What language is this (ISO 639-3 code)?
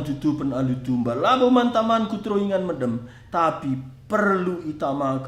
btx